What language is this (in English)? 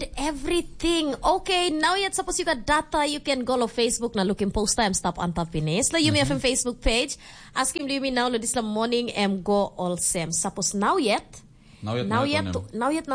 Tok Pisin